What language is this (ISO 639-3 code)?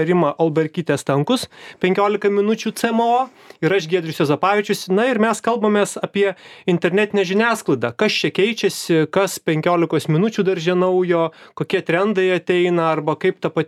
lit